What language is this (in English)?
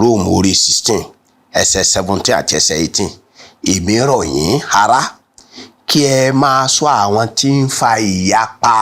Yoruba